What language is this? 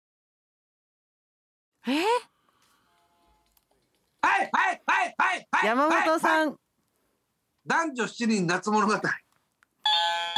Japanese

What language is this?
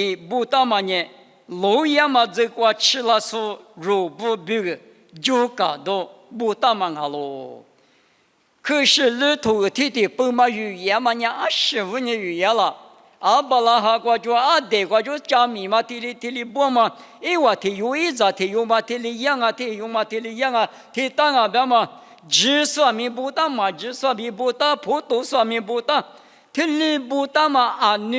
Lisu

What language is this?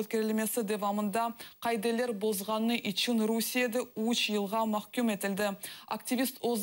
Crimean Tatar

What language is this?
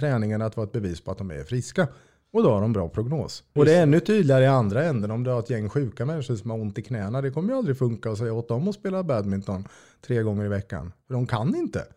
Swedish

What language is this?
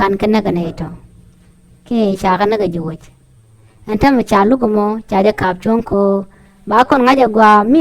Nuer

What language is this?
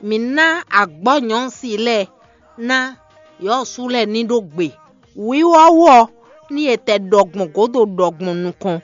Fon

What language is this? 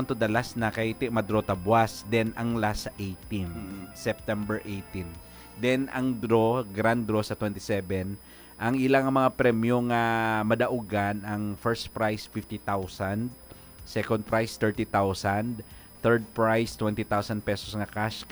Hiligaynon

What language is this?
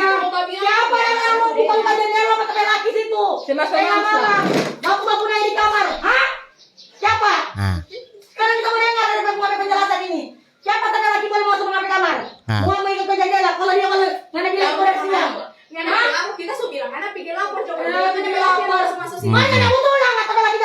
Manado Malay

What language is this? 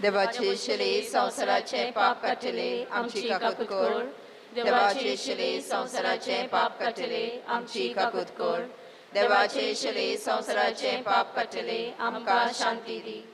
Konkani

